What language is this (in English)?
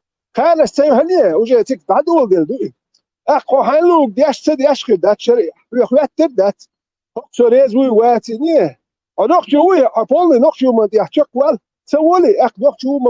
Chechen